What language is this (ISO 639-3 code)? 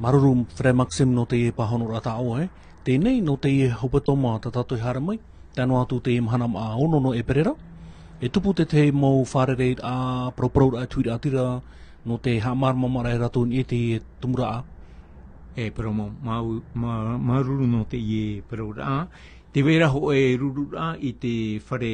tah